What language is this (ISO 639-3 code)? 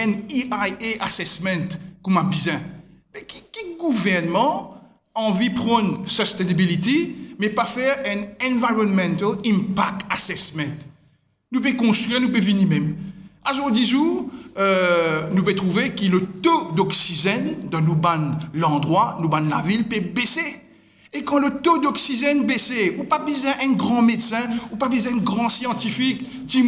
mfe